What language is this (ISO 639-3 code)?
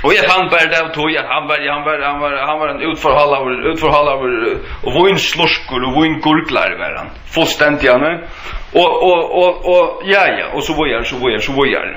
fao